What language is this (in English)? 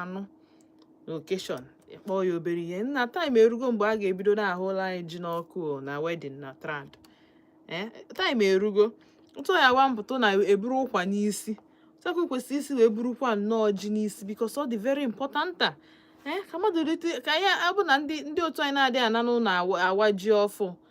Igbo